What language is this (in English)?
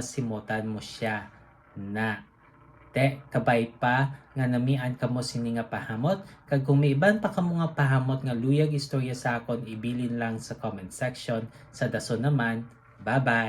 Hiligaynon